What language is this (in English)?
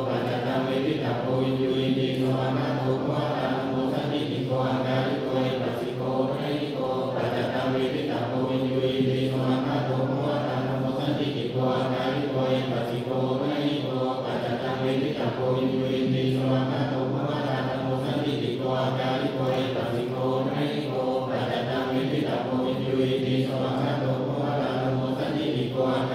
Pali